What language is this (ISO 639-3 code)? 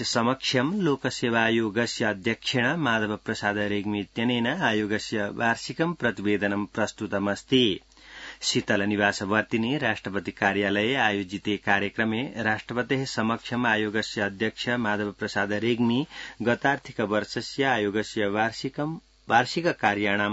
san